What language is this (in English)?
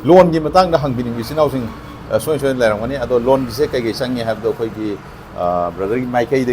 Manipuri